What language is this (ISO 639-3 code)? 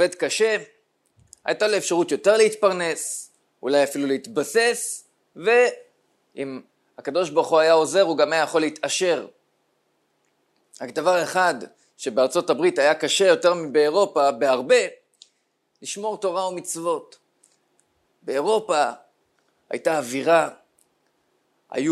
heb